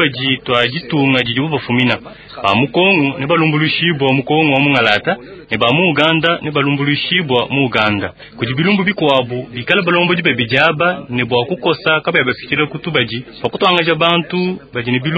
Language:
Luba-Lulua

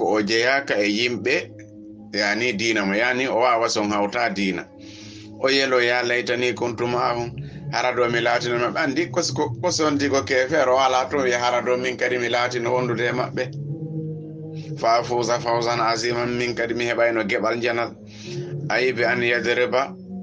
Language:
Fula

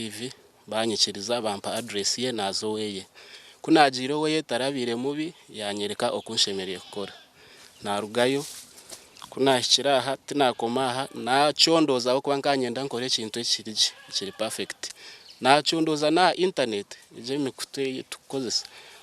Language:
Nyankole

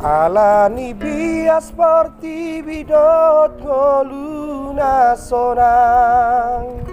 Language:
Batak Toba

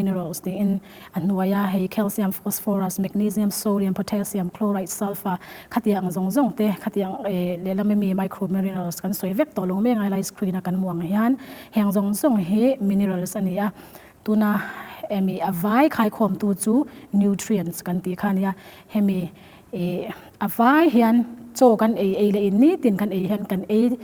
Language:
Mizo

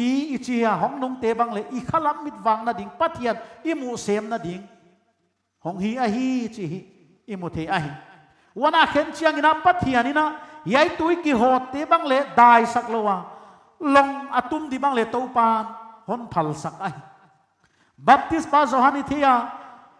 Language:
Paite Chin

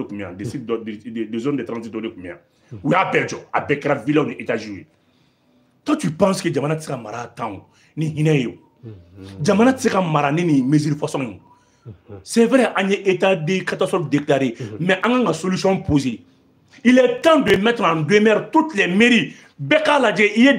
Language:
Bambara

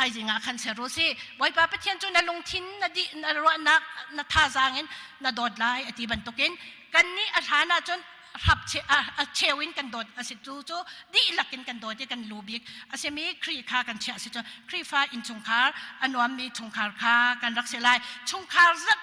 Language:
Hakha Chin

